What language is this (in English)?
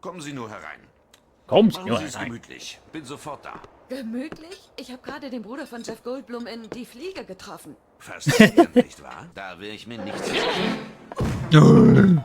Swiss German